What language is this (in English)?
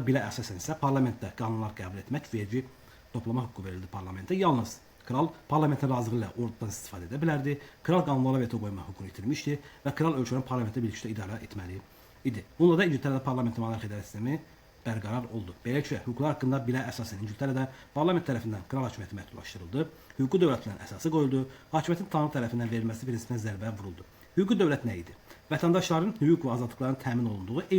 Azerbaijani